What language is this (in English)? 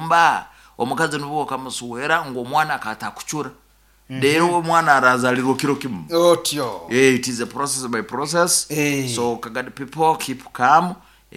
Nyoro